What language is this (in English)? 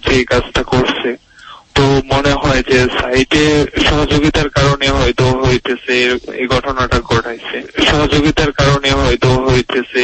Bangla